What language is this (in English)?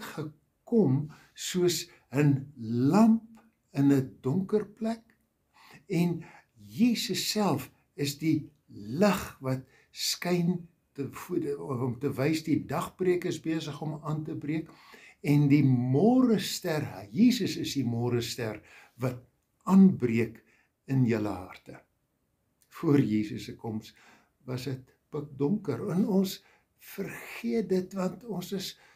Afrikaans